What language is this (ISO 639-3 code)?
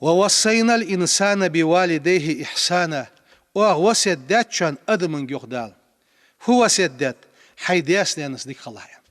inh